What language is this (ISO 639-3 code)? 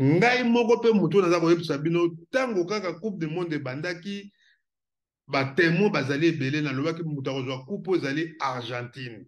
lin